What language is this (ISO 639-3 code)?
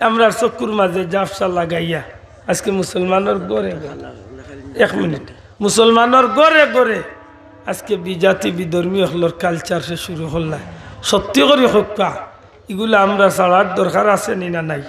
syl